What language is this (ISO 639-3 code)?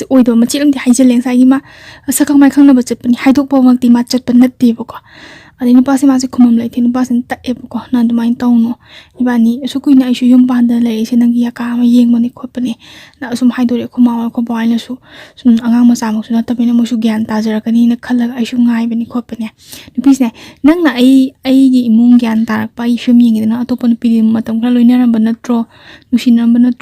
mni